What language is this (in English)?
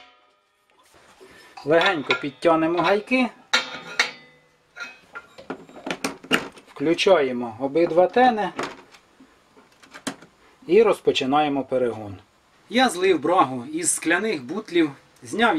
Ukrainian